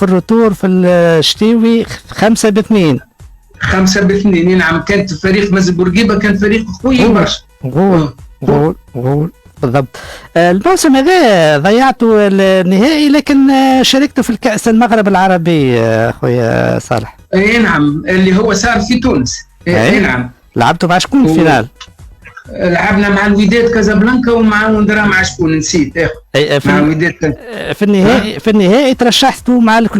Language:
Tunisian Arabic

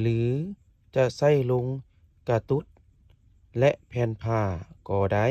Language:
Lao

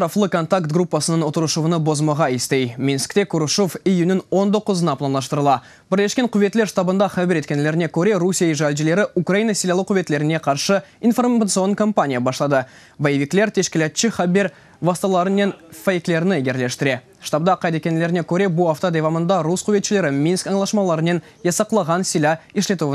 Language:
Crimean Tatar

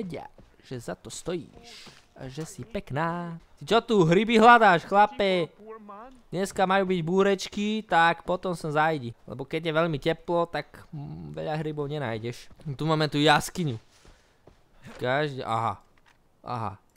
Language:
Slovak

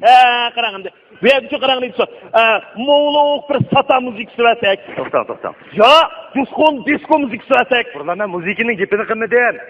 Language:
Uyghur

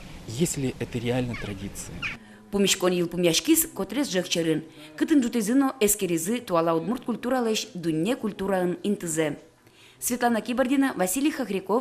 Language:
Udmurt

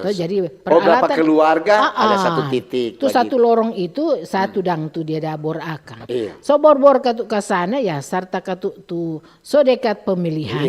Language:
Manado Malay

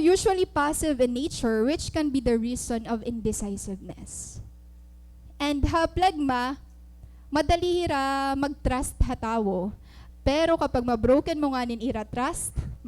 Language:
Waray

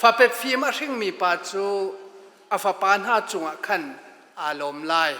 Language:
Hakha Chin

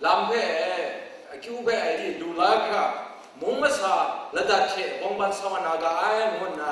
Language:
Kachin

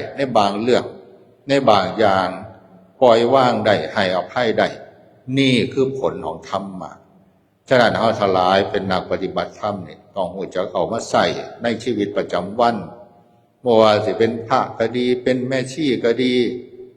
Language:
Northeastern Thai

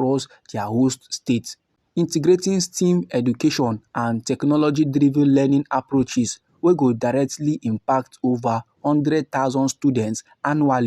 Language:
Nigerian Pidgin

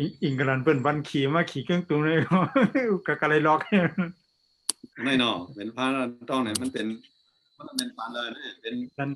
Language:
Shan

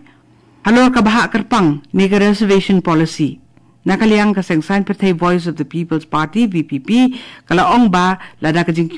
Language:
Khasi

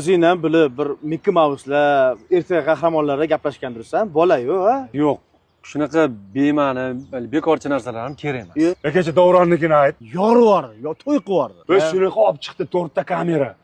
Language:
Uzbek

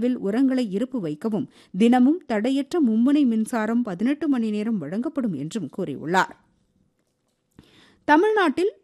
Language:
Tamil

